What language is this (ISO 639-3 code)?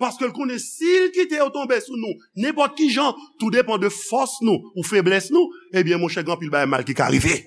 hat